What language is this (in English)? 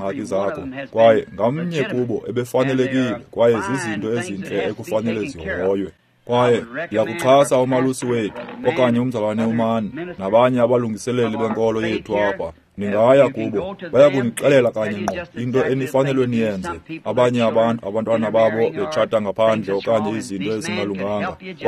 Xhosa